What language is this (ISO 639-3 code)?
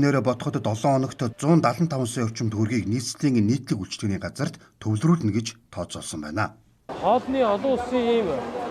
mon